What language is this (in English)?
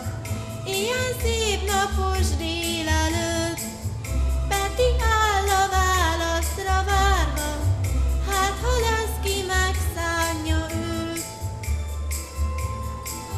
Hungarian